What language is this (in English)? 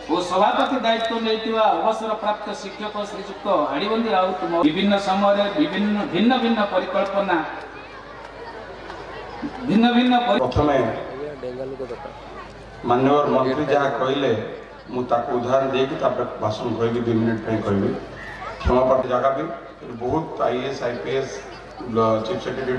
Odia